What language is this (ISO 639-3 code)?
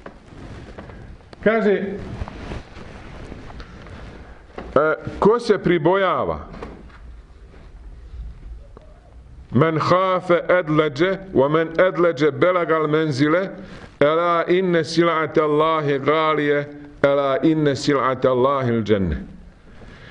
bos